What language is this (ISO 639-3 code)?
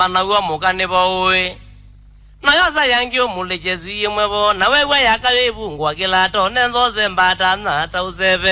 kam